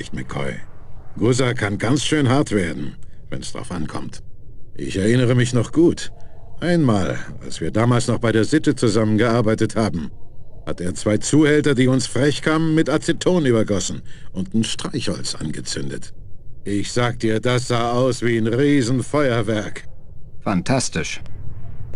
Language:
German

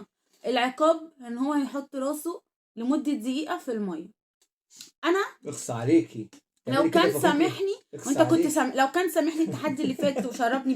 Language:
Egyptian Arabic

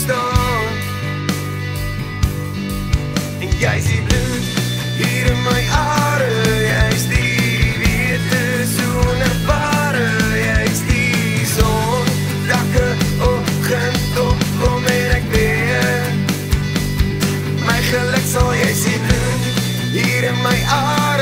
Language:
Afrikaans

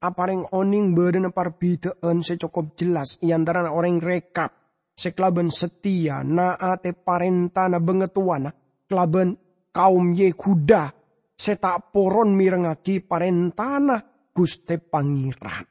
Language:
Madurese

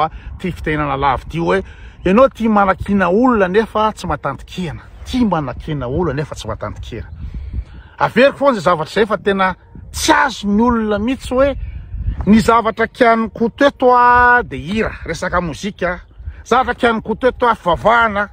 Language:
Malagasy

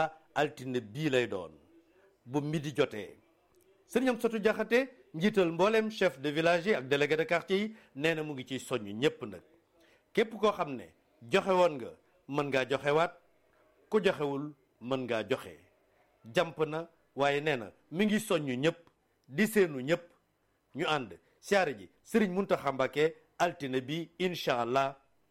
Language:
Wolof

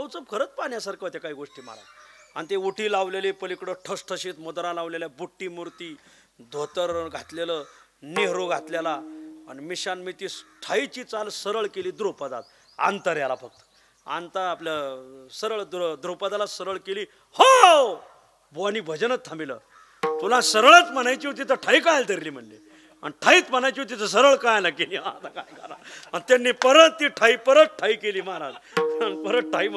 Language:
Marathi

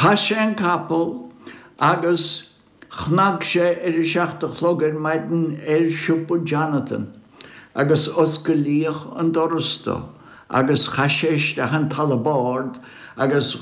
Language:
Irish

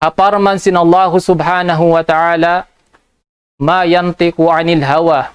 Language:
Tausug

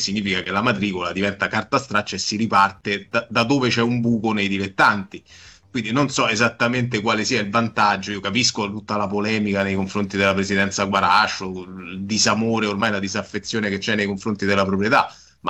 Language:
Italian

